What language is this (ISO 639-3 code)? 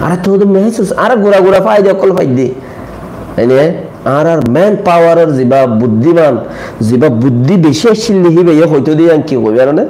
rhg